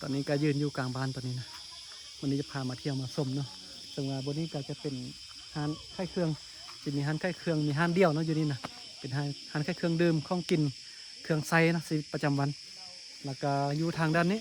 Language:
Lao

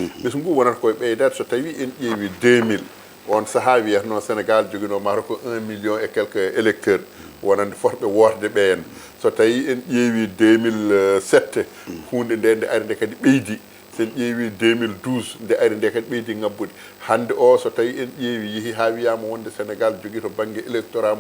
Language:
Fula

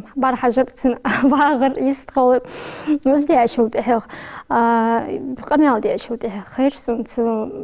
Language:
Ingush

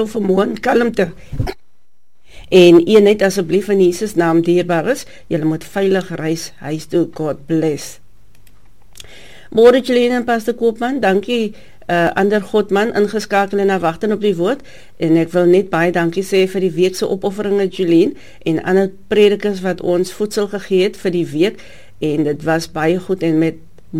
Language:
Afrikaans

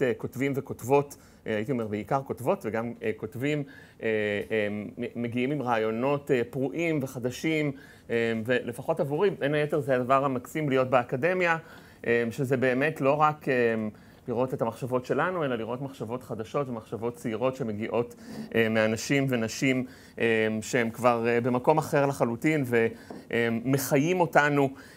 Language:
Hebrew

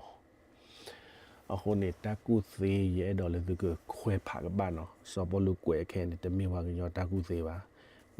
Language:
S'gaw Karen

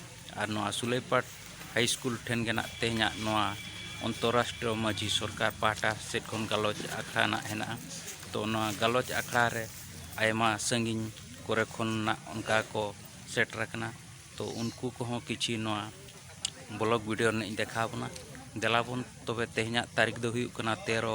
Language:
Santali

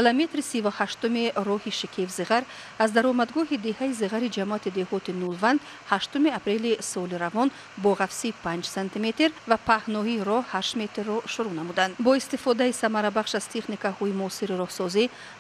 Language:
Tajik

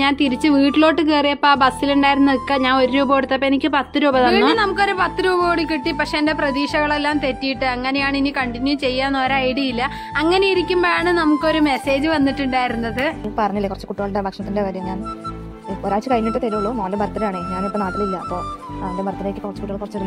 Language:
Malayalam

